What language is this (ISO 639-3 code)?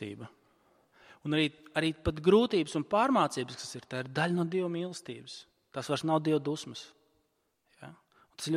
lav